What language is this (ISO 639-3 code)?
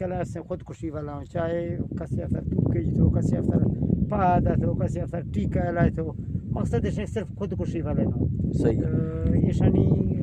bgp